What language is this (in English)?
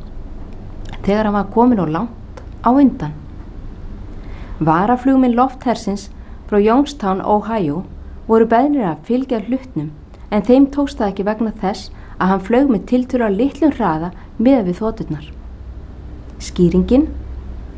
Icelandic